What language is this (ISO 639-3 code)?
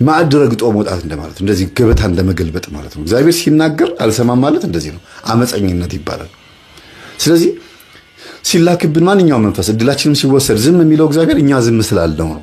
amh